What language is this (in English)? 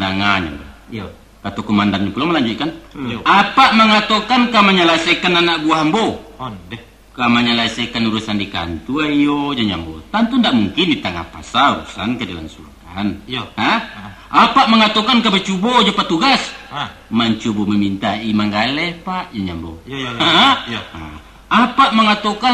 Minangkabau